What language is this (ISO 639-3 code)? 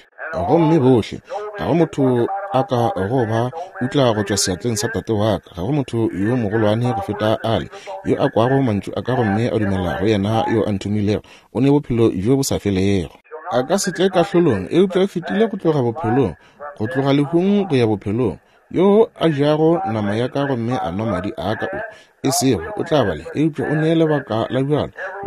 nso